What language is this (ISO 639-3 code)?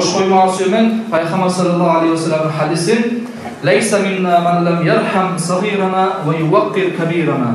kum